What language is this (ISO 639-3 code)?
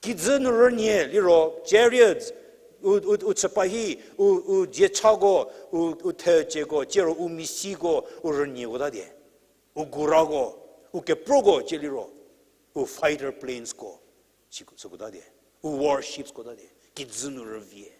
njm